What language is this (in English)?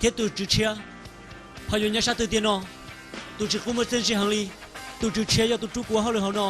Hmong